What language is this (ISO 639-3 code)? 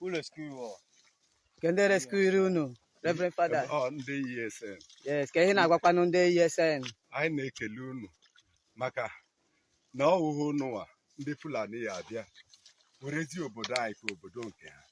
ibo